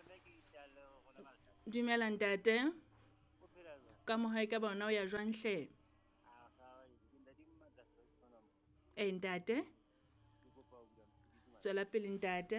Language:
Southern Sotho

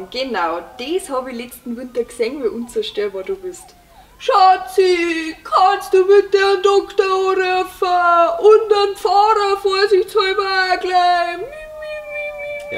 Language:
Bavarian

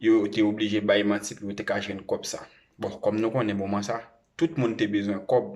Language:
Haitian Creole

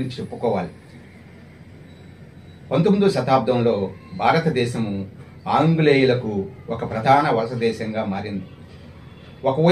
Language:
Telugu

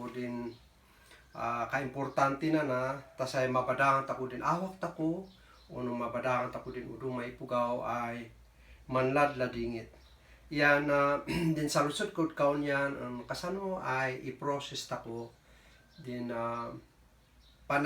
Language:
Kankanaey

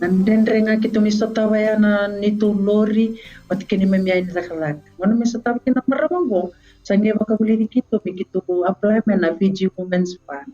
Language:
Fijian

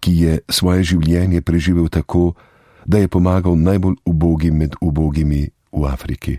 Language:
Slovenian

